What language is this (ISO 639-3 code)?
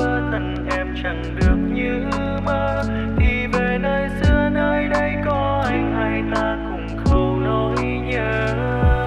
vie